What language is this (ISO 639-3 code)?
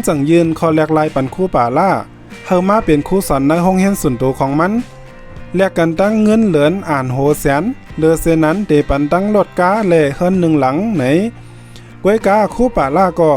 shn